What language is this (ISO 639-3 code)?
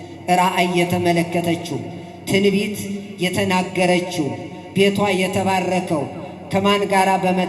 amh